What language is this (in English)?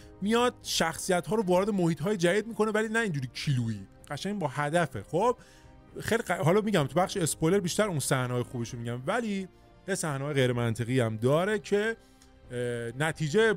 Persian